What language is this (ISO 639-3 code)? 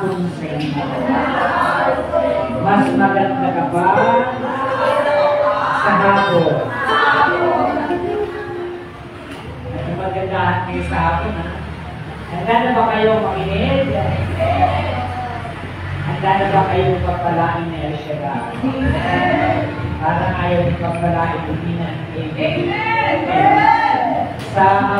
fil